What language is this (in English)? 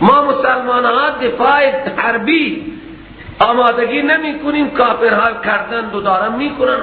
Persian